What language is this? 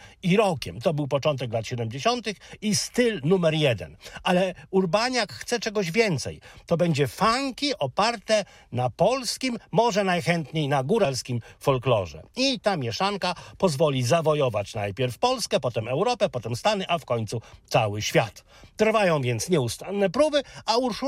Polish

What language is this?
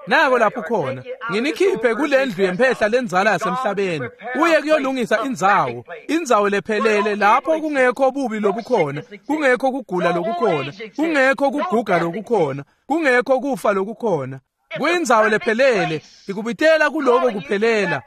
Swati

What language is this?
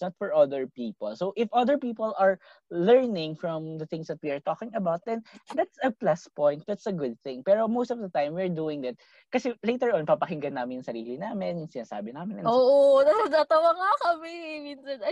Filipino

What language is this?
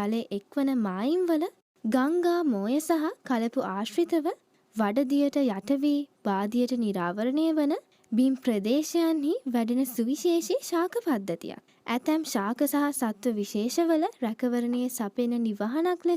Sinhala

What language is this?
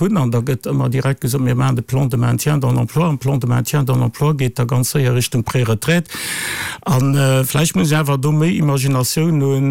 Luxembourgish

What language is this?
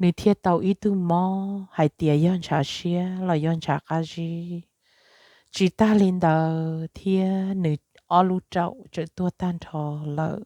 Hmong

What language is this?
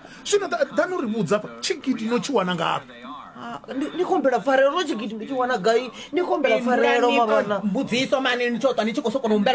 Venda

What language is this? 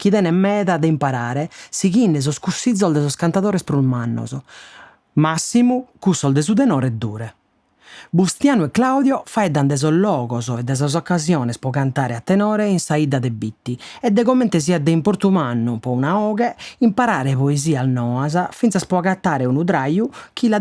Sardinian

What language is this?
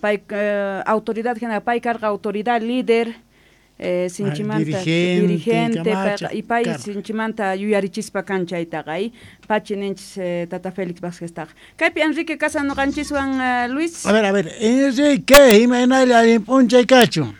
South Bolivian Quechua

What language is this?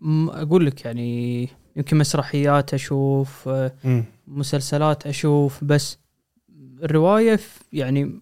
Gulf Arabic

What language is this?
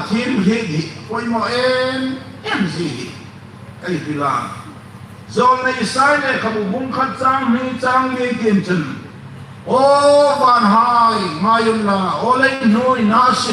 Hmar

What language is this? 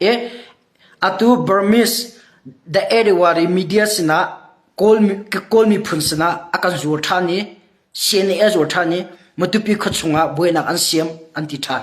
Hakha Chin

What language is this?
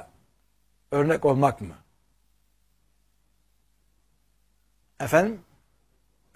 Turkish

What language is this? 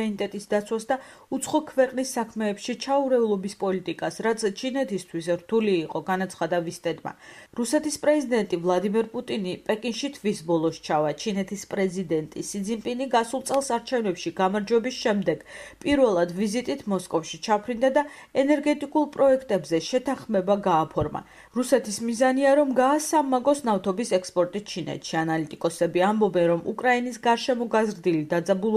Georgian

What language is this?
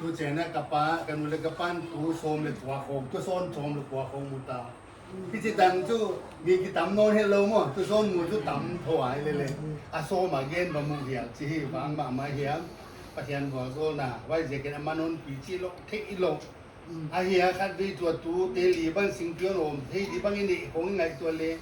Paite Chin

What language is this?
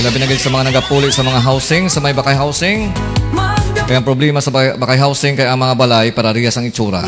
Hiligaynon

